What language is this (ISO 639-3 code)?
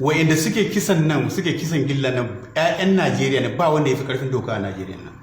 hau